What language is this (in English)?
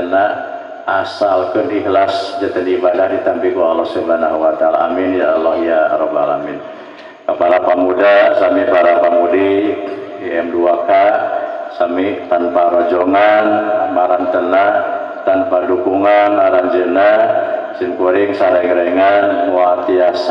Sundanese